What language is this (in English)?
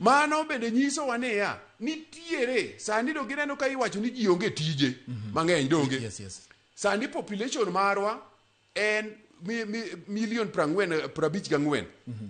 Luo (Kenya and Tanzania)